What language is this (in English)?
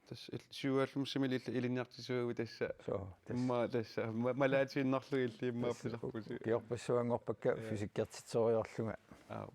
Kalaallisut